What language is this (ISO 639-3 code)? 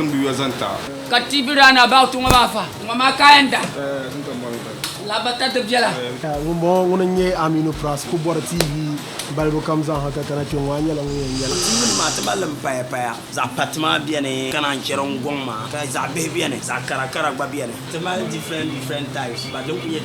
dag